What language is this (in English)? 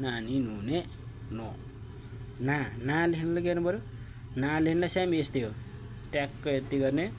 Nepali